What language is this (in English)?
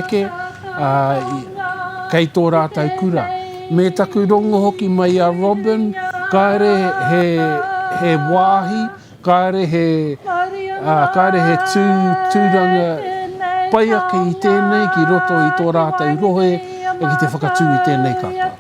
Māori